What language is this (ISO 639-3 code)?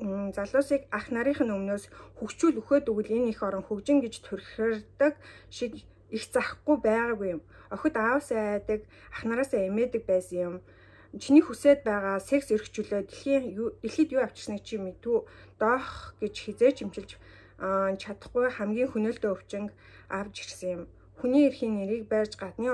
mon